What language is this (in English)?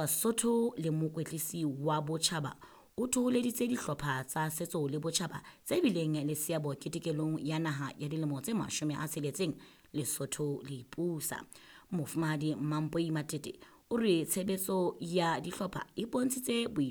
Southern Sotho